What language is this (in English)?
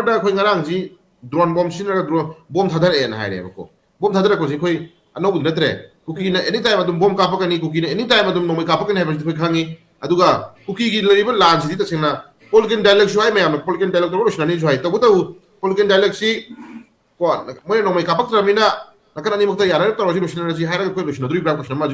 Manipuri